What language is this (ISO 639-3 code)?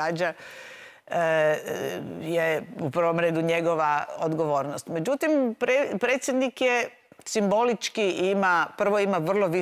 hrv